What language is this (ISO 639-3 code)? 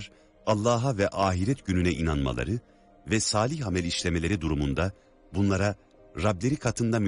tur